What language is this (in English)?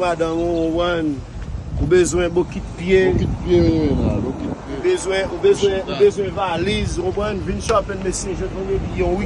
Haitian Creole